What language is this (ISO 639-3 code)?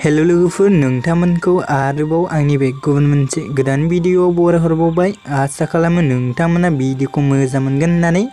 brx